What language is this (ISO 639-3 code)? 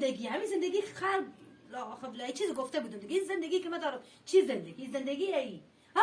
fas